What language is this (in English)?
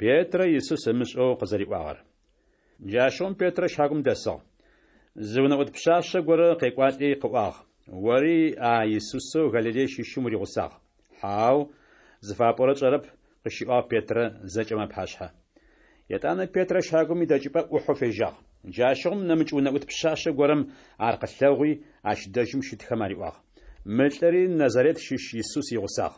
Adyghe